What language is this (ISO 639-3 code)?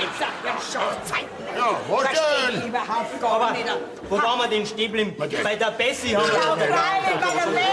bar